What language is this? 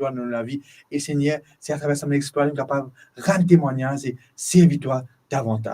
Morisyen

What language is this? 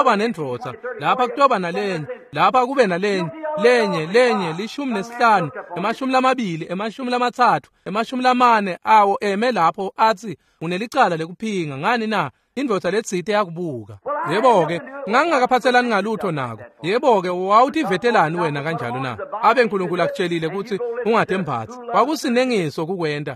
Swati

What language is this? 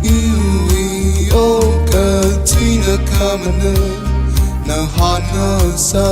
Tangkhul Naga (India)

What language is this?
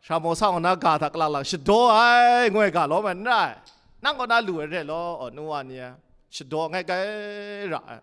Kachin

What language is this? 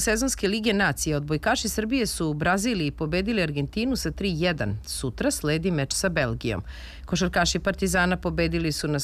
Serbian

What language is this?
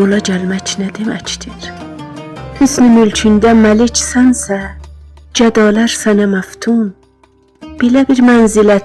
South Azerbaijani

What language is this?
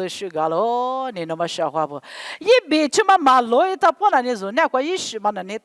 Lisu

